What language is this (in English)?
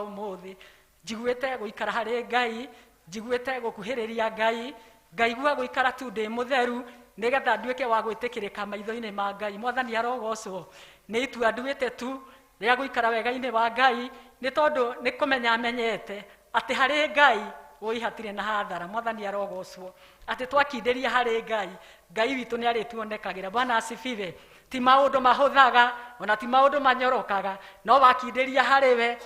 Kikuyu